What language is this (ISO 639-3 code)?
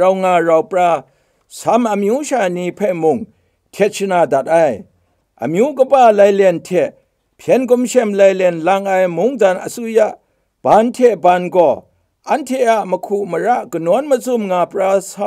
kac